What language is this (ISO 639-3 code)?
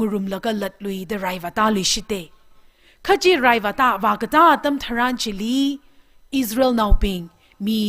nmf